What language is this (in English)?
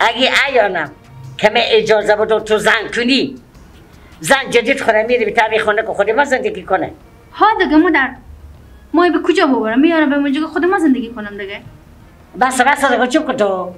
Persian